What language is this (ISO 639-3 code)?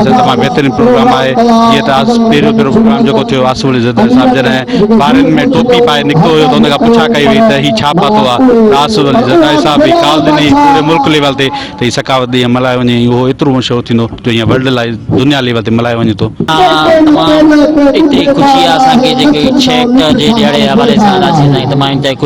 snd